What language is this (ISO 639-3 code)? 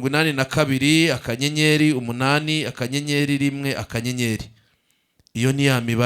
kin